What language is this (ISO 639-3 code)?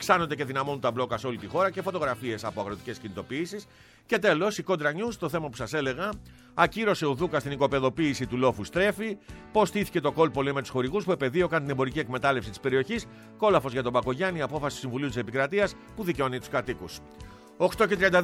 ell